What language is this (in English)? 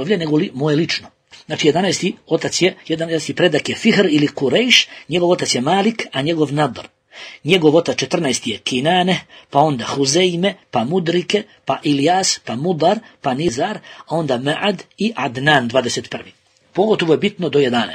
Bosnian